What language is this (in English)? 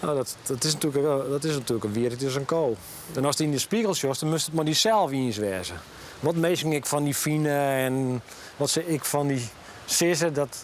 Western Frisian